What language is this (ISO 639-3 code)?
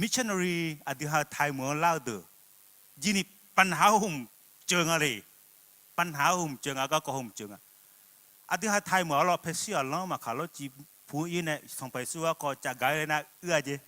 ahk